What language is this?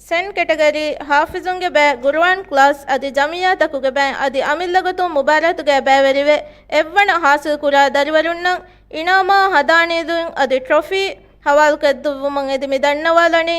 Divehi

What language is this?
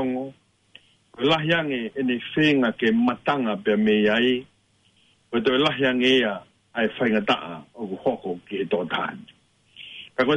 Tongan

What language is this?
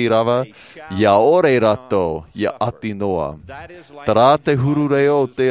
Tahitian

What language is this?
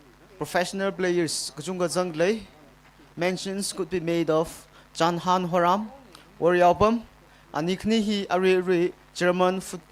Tangkhul Naga (India)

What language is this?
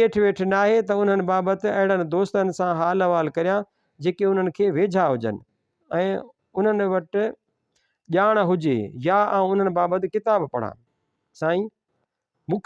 Sindhi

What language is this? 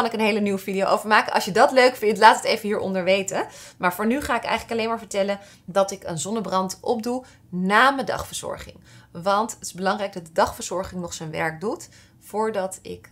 Dutch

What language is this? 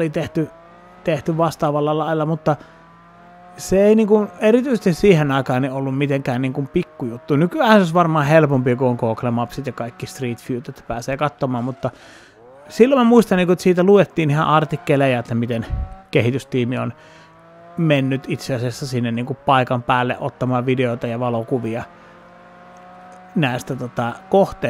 Finnish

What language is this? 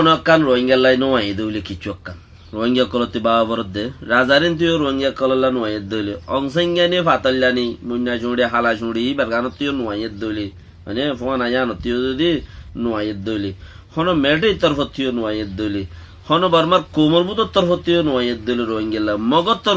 Rohingya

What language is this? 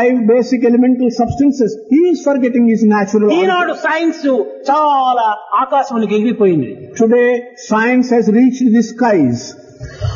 Telugu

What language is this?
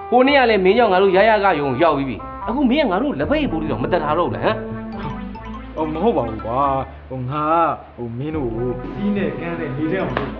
Burmese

